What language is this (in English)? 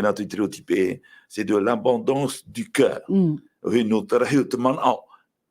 Tahitian